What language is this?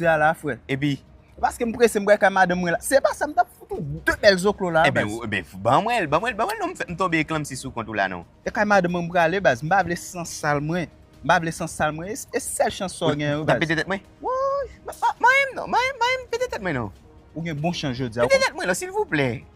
Haitian Creole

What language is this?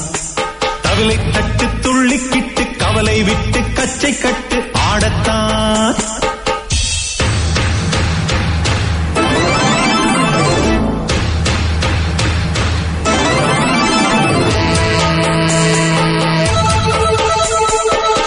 Tamil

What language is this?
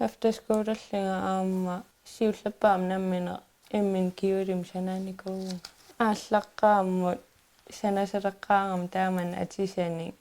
Kalaallisut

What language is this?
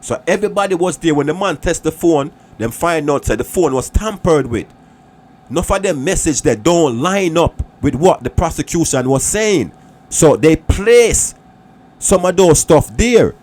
Jamaican Creole English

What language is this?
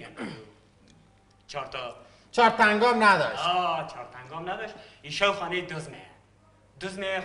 Persian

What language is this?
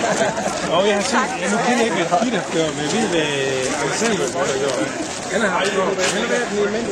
Danish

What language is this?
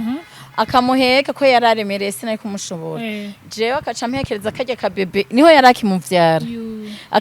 Rundi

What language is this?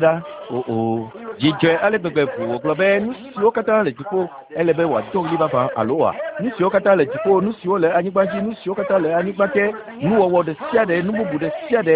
Ewe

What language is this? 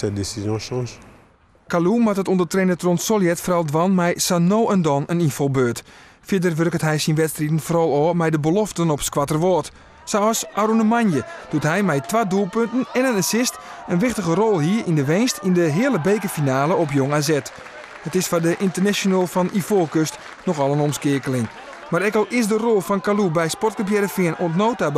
Western Frisian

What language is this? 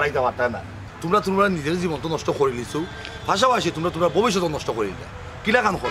Sylheti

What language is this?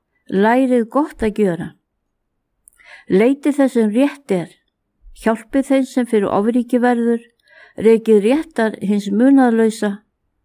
Icelandic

